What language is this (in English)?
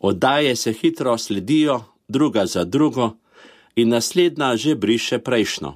Slovenian